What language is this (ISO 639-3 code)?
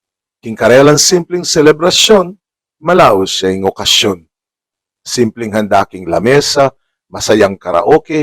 pam